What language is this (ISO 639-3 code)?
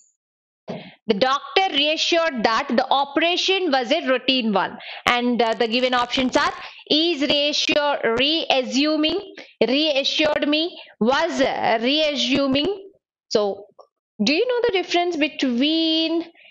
eng